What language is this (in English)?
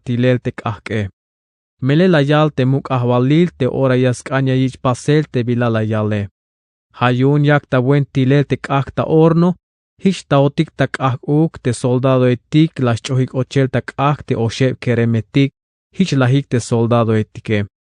Tzeltal